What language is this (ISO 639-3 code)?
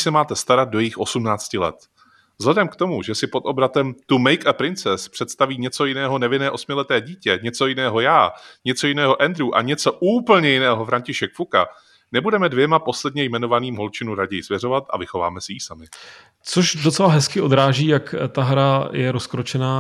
ces